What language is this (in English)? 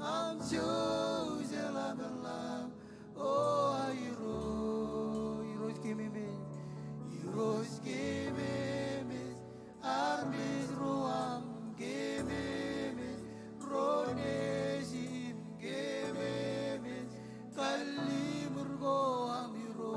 Marshallese